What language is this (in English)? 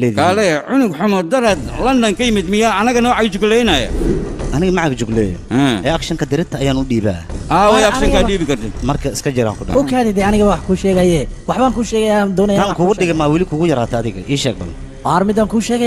Somali